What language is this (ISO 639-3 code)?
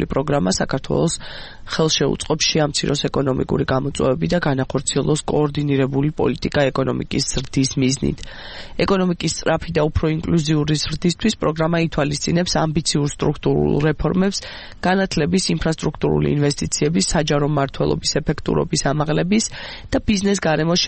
kat